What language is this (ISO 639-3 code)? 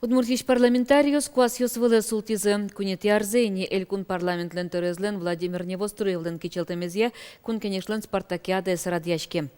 udm